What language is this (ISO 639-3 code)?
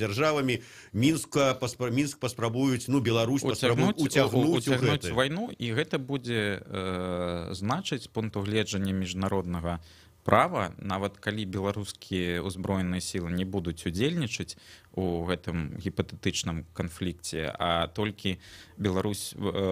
bel